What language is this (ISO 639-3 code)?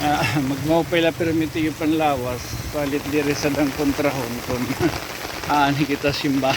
war